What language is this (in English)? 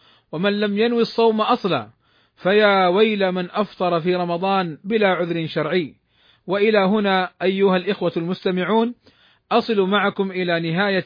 Arabic